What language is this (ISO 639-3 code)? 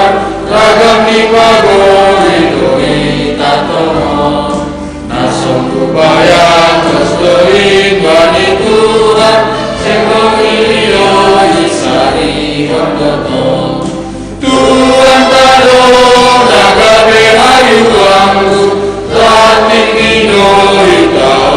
bts